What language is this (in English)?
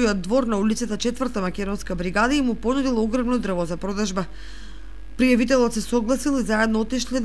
Macedonian